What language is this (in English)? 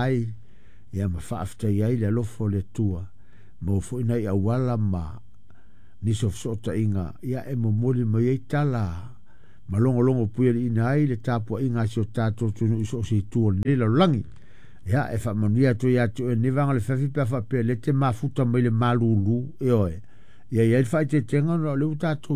Samoan